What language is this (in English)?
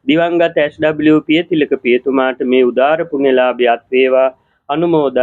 Sinhala